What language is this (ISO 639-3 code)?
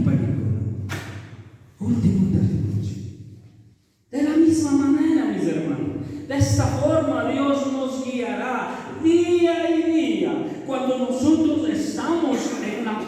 qug